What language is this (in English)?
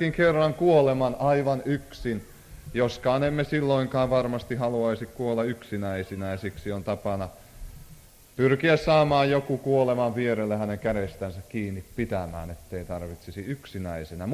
Finnish